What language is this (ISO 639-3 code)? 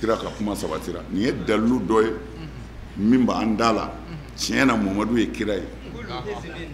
bam